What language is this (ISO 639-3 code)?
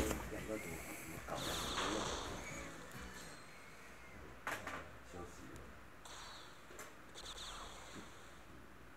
zho